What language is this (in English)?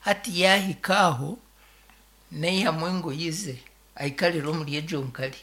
Nyankole